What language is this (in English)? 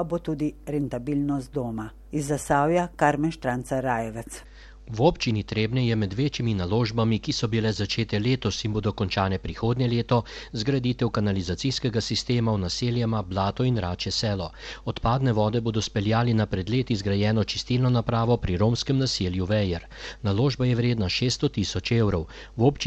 Slovenian